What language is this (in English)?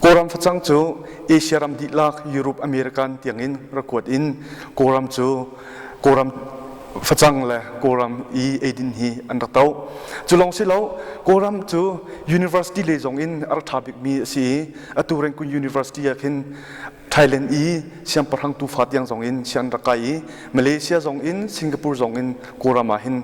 Hakha Chin